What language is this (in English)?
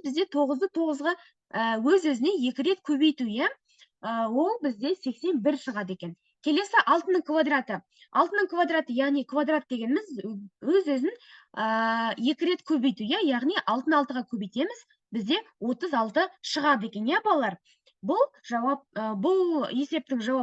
Kazakh